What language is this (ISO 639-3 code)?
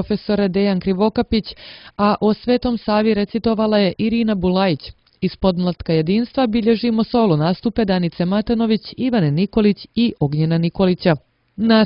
srp